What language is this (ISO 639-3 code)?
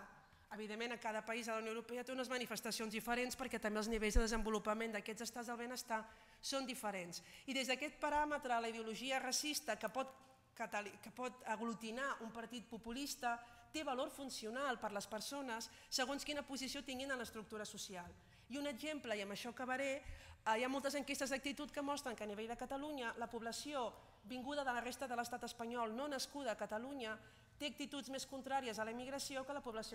cat